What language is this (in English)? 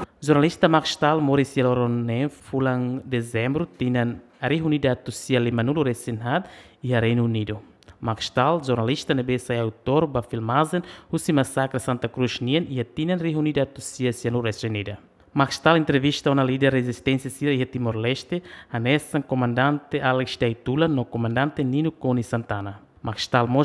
Tetum